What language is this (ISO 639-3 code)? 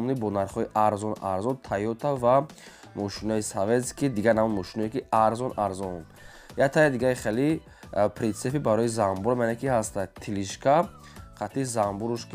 tgk